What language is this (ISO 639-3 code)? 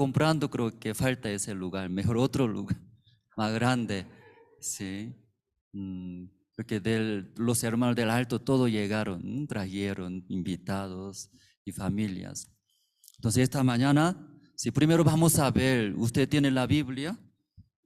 aym